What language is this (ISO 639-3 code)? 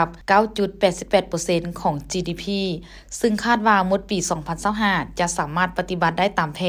lao